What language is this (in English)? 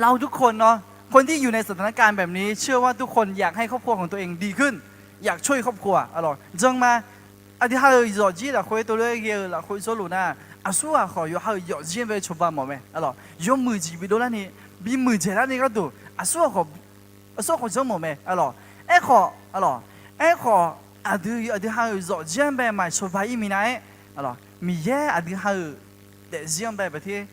Akha